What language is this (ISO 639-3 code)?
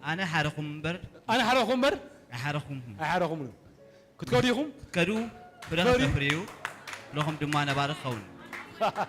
tir